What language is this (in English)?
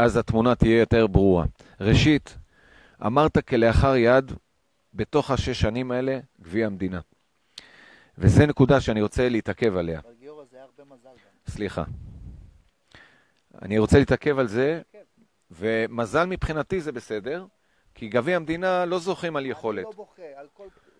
Hebrew